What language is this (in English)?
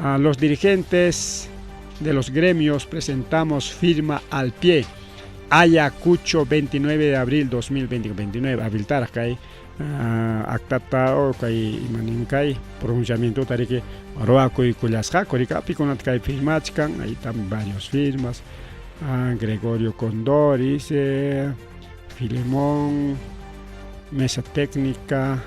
Ayacucho Quechua